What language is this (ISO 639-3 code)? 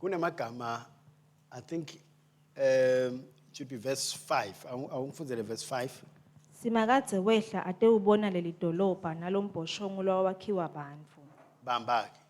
ssw